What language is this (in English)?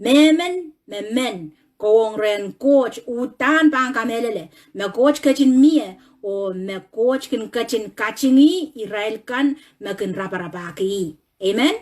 Pohnpeian